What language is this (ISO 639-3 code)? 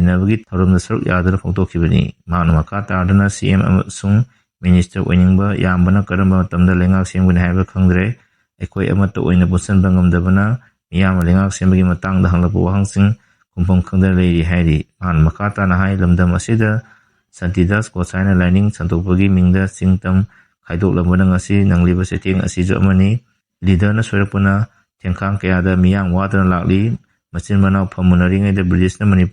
mni